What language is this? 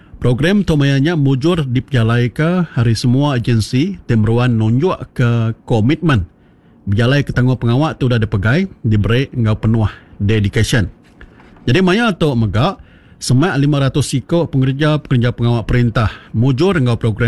Iban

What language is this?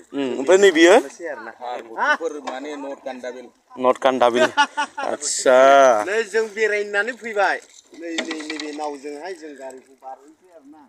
Bodo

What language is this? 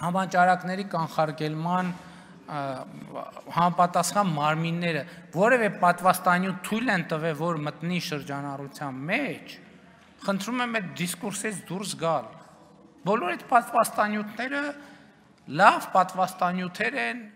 Armenian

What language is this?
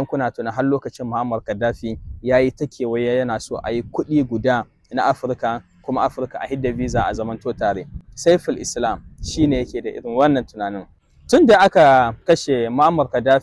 Hausa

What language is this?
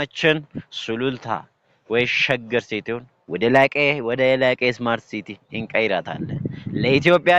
Amharic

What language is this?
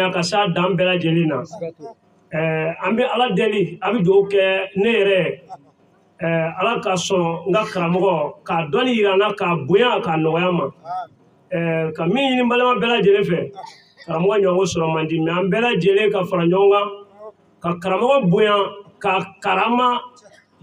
Bambara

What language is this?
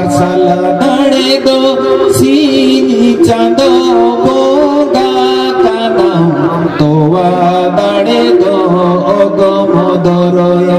Santali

